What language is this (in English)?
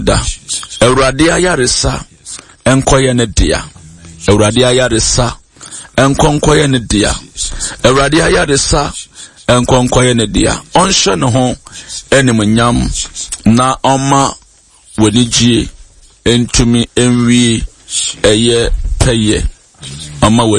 Akan